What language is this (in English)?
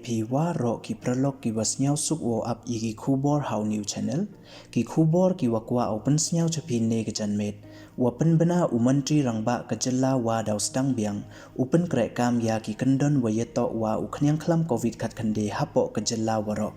Pnar